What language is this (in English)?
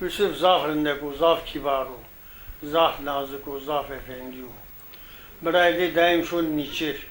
Zaza